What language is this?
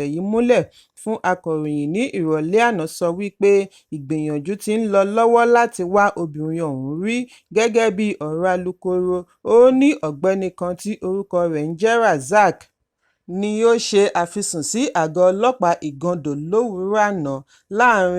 Yoruba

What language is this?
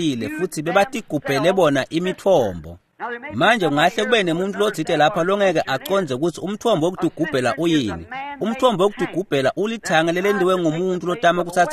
Swati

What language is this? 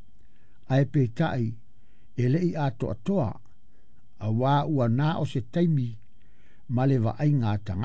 Samoan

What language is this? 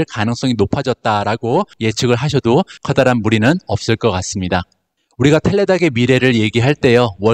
Korean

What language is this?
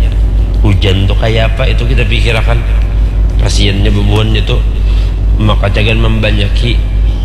Banjar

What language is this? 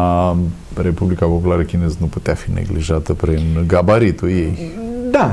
Romanian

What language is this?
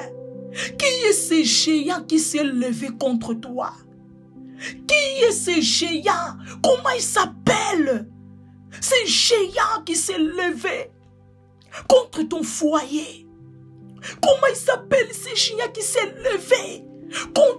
French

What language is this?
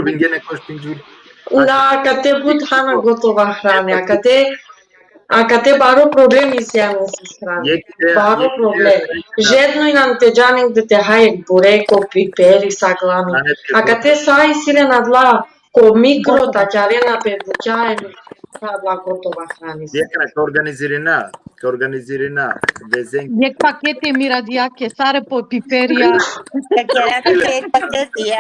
Balkan Romani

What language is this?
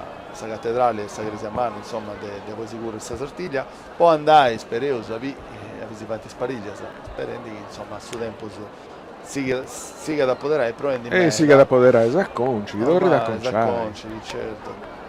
Sardinian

